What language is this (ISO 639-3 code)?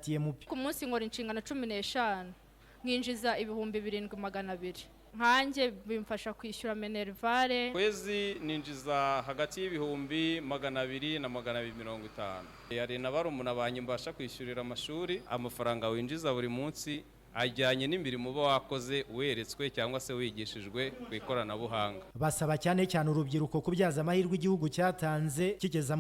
kin